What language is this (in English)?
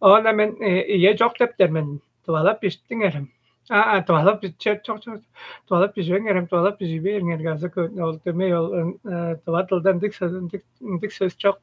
Tuvinian